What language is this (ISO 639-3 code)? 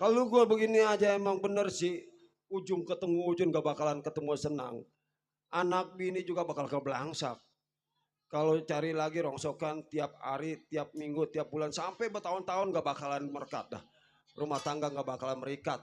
bew